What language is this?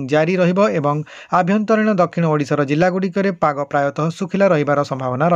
Odia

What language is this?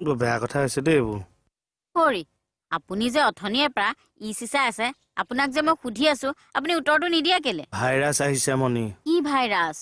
Assamese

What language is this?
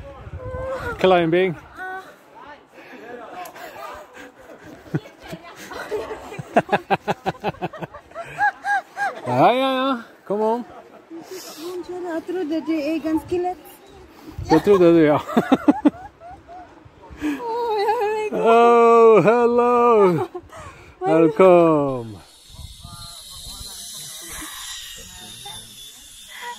Norwegian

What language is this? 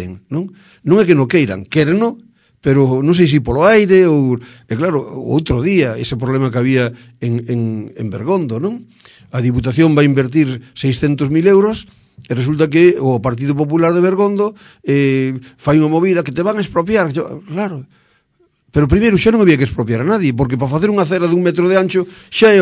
Galician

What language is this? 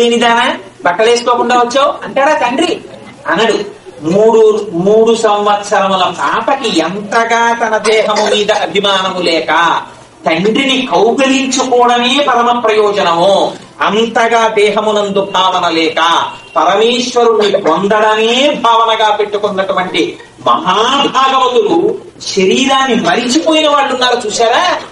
Telugu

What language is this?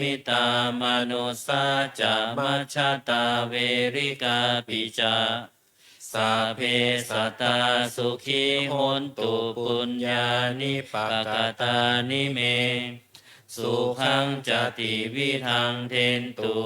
Pali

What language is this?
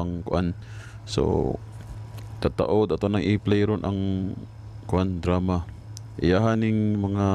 Cebuano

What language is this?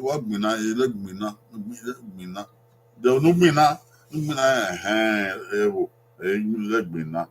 Bini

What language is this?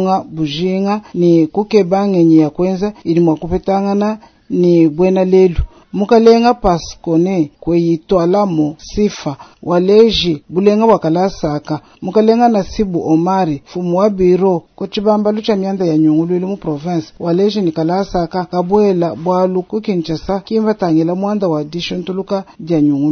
Luba-Lulua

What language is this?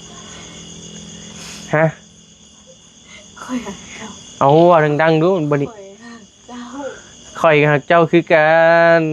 Northeastern Thai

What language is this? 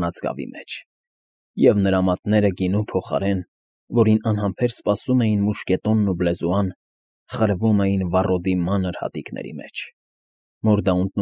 Armenian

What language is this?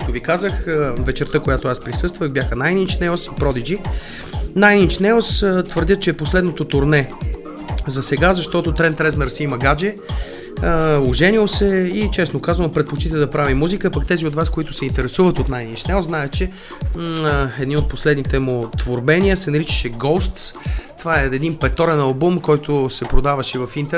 Bulgarian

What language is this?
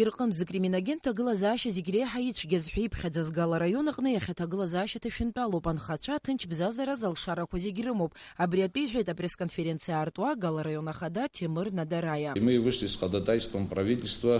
Abkhazian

